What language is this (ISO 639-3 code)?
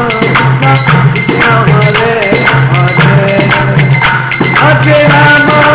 hin